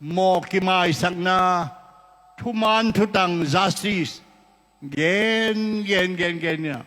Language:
Tedim Chin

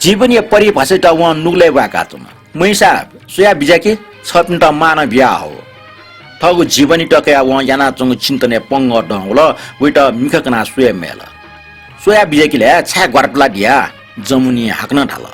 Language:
Newari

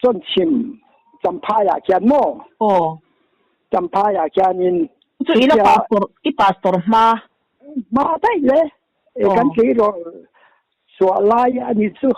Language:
Mizo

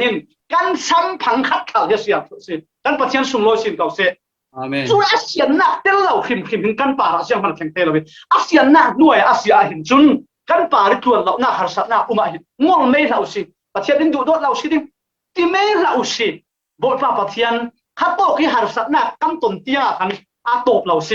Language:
Falam Chin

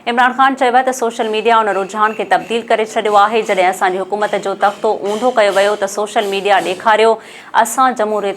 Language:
Sindhi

